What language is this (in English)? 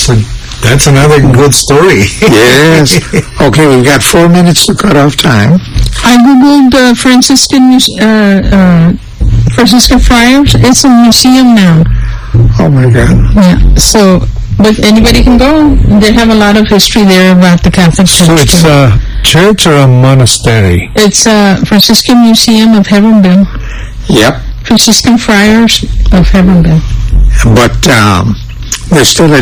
English